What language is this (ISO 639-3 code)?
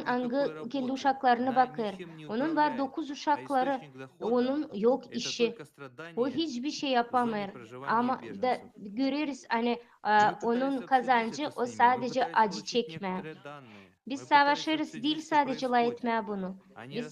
gag